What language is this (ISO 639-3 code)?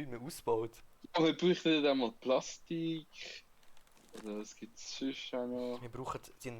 gsw